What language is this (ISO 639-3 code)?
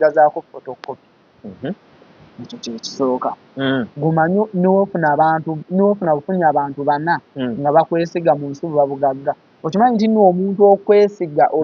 lug